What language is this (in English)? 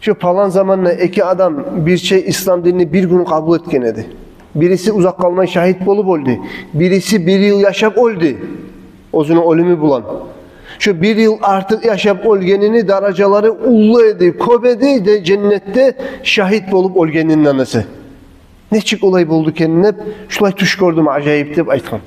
Kumyk